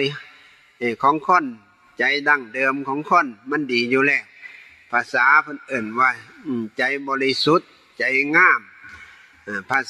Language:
Northeastern Thai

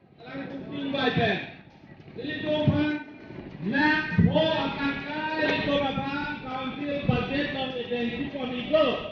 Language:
Karbi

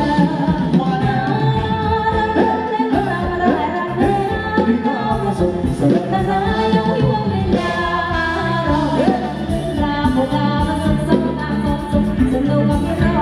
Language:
Thai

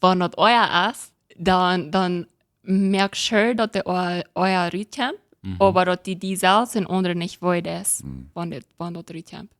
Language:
Plautdietsch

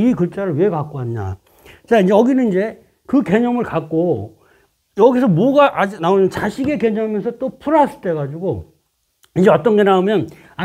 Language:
Korean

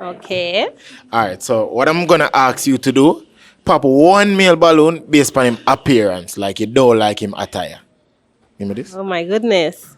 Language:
Jamaican Creole English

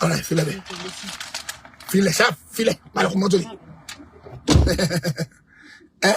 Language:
Yoruba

